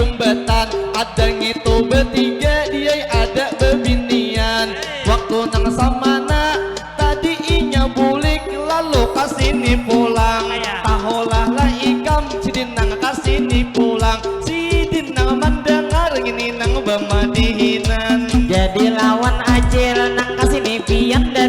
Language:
Banjar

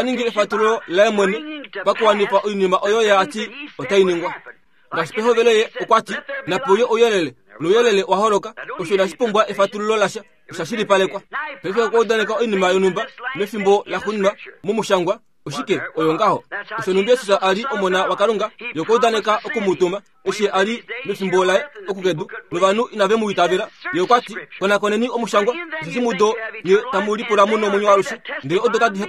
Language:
Kuanyama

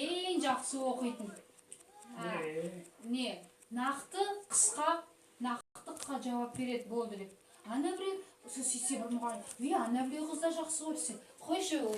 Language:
Kazakh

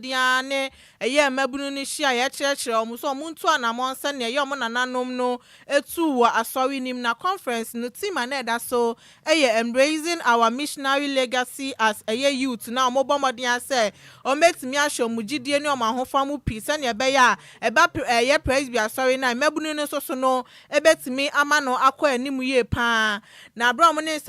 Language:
Akan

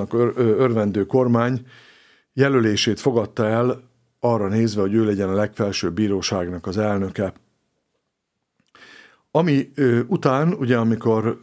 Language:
Hungarian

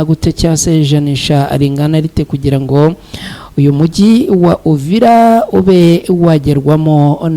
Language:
Kinyarwanda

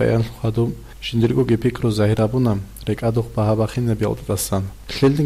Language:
Avaric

